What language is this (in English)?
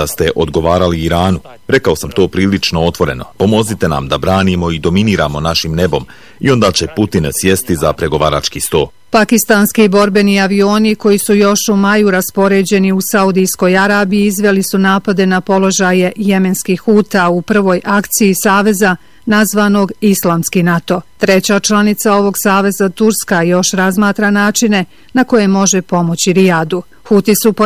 Bosnian